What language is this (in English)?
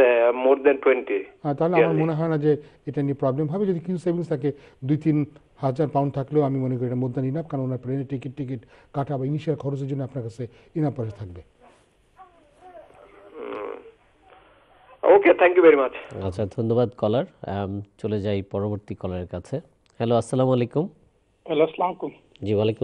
Bangla